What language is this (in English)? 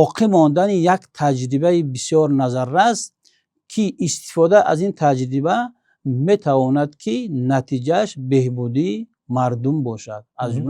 Tajik